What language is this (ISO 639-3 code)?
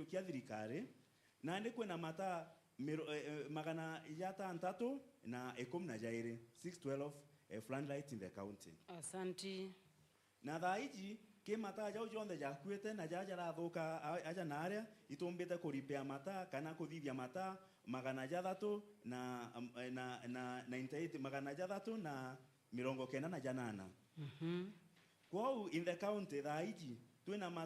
mer